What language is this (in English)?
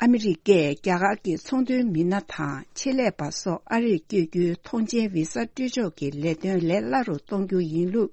Tibetan